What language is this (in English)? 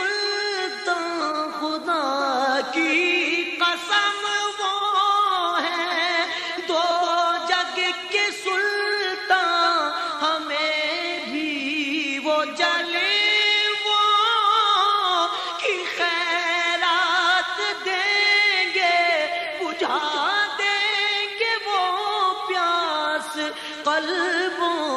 Urdu